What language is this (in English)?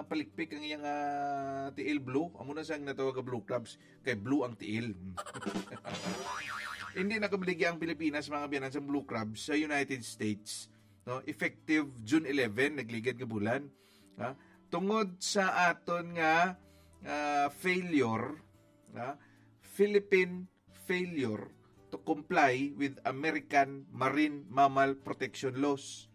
Hiligaynon